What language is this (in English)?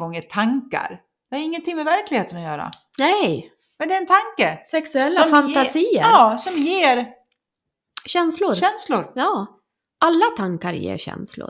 Swedish